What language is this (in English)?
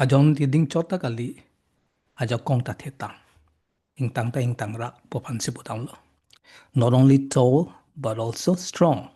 Karbi